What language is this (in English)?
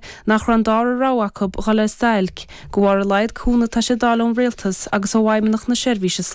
Irish